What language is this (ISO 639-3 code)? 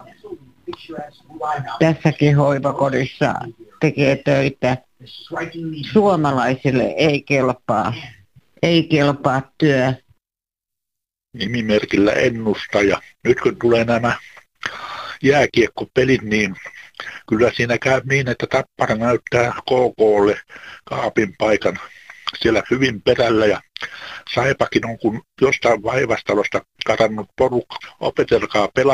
fin